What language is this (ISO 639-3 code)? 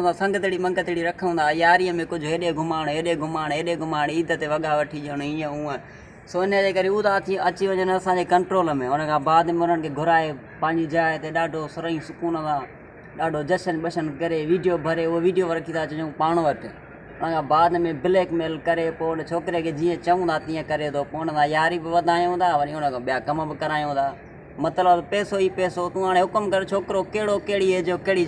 snd